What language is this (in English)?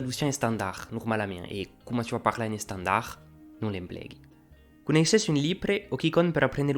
Occitan